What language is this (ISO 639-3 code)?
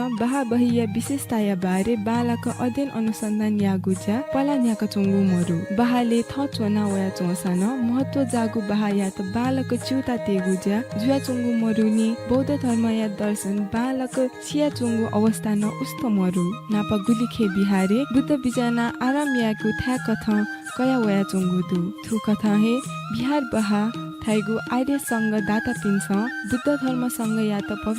new